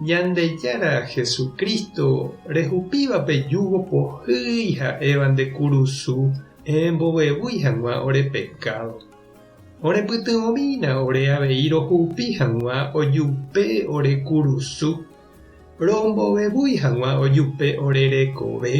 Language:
Guarani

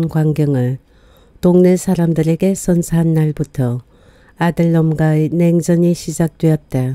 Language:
Korean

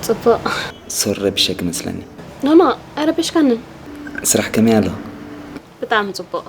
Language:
Tigrinya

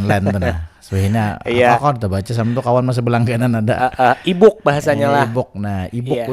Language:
Banjar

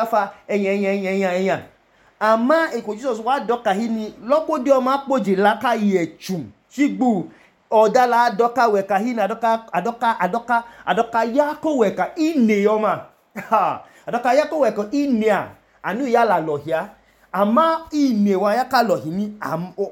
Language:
Idoma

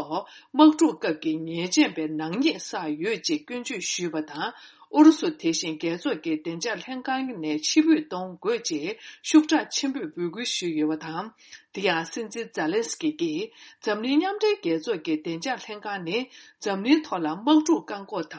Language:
Tibetan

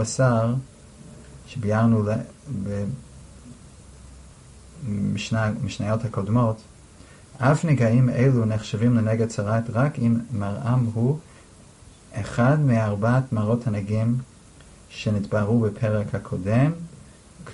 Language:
Hebrew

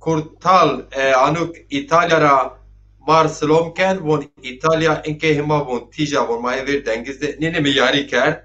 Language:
Zaza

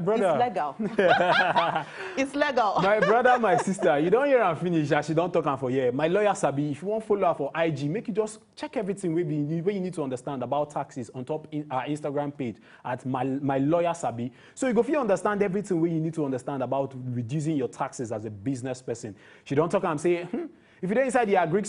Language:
Nigerian Pidgin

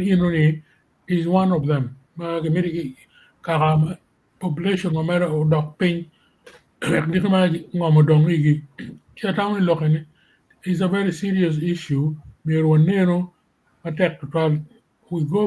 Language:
Acoli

